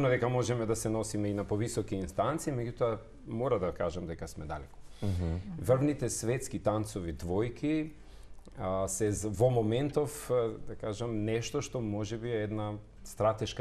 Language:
Macedonian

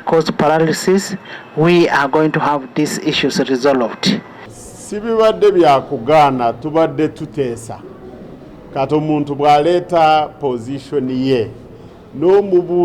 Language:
Nyankole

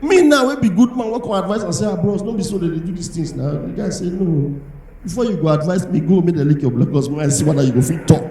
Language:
Nigerian Pidgin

